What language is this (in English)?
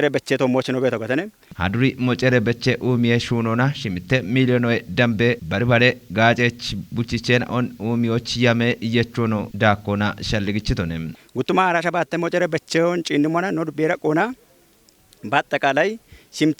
Kafa